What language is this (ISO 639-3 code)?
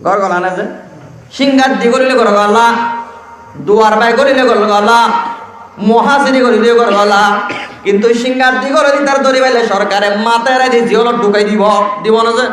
rhg